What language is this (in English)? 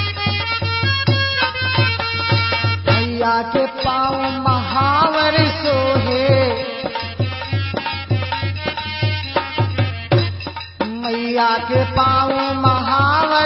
Bhojpuri